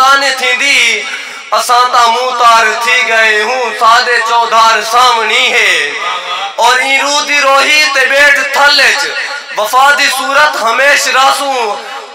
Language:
Saraiki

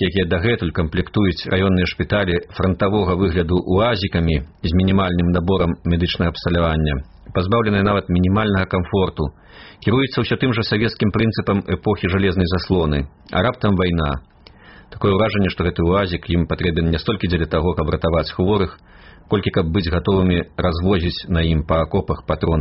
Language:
Belarusian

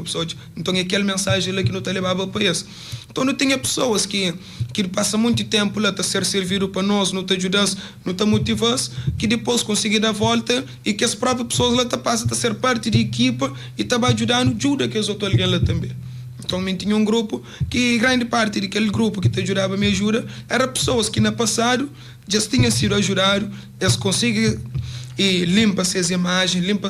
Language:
Kabuverdianu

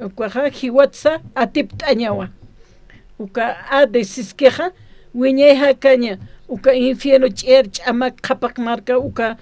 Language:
Aymara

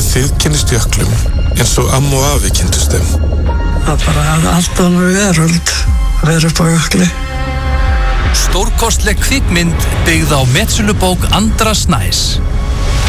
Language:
Icelandic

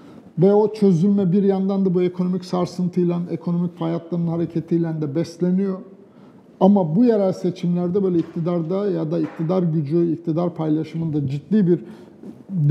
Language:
Turkish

